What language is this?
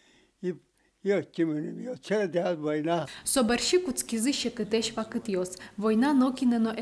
Udmurt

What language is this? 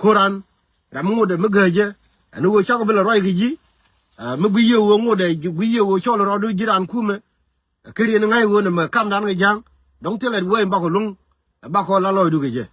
Nuer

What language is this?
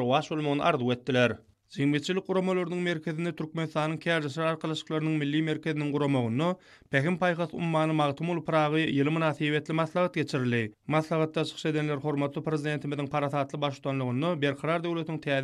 Turkmen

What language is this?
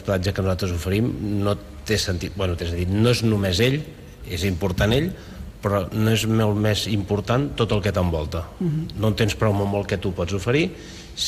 Catalan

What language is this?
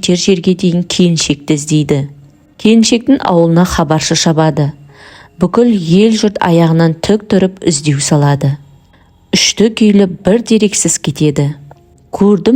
Kazakh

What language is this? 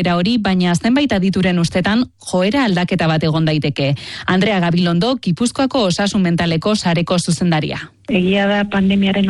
Basque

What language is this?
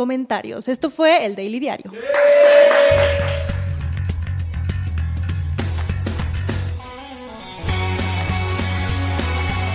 Spanish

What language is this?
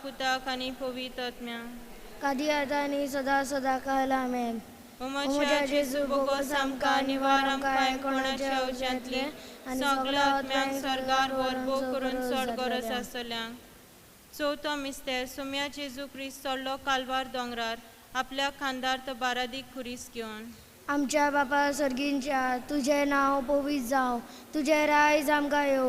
Konkani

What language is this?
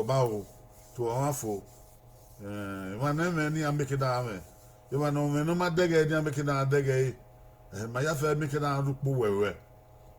Bini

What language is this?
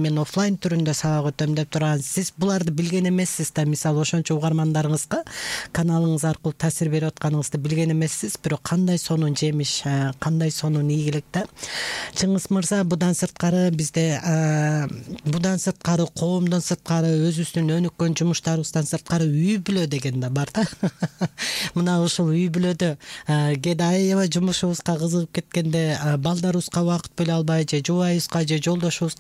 Kyrgyz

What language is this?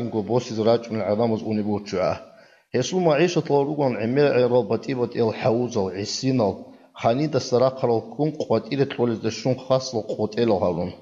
Avaric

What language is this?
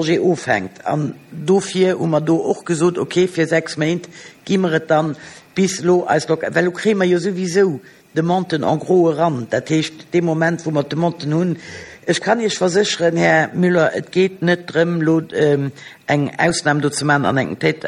Luxembourgish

